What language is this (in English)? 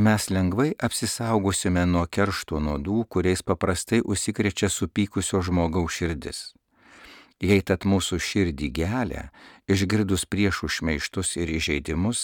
Lithuanian